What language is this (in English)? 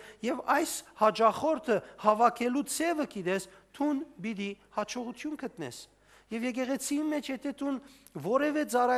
Western Armenian